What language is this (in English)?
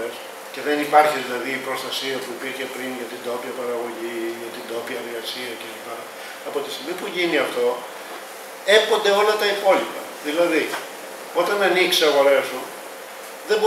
Greek